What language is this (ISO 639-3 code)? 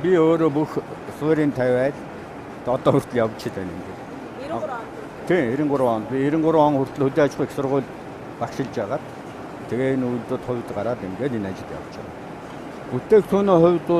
mon